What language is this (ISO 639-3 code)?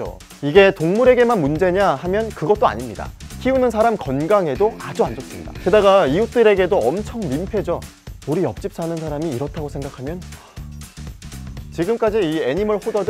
kor